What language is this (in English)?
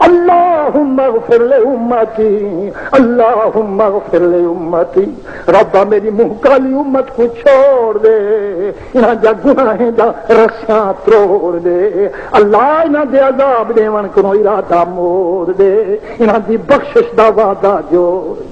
Saraiki